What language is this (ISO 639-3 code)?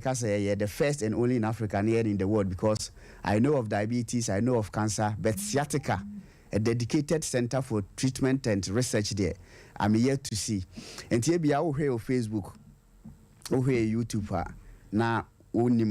aka